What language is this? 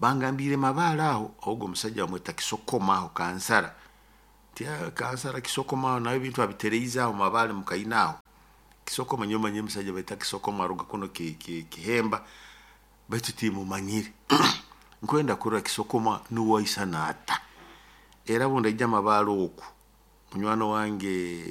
Nyoro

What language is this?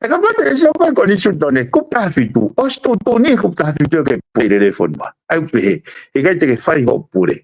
Tongan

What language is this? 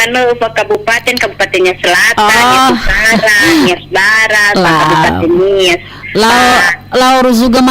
Nias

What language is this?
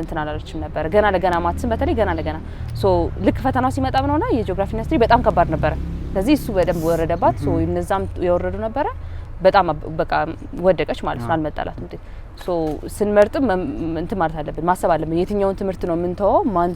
Amharic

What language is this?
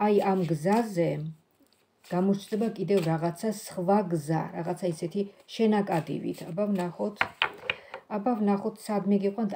Georgian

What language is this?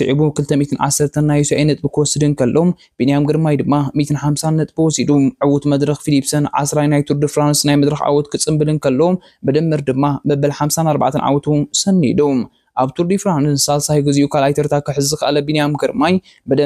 Tigrinya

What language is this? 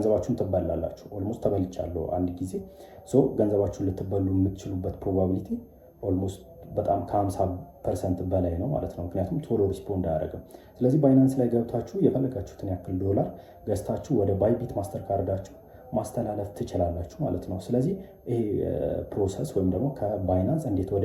Amharic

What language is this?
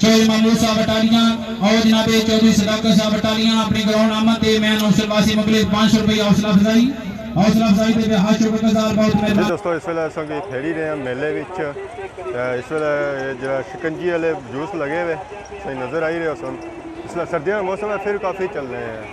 Pahari-Potwari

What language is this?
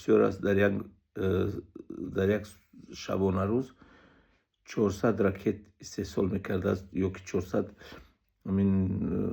Tajik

